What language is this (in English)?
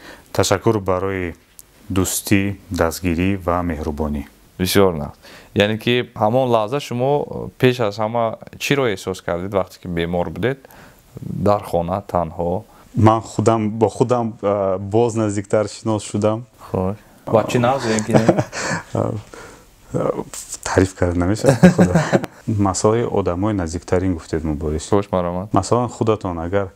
Tajik